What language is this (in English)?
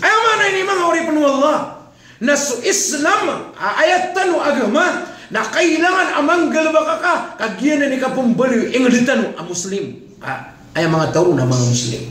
Maranao